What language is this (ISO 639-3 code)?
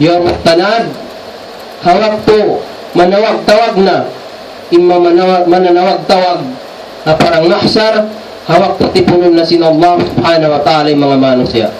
tsg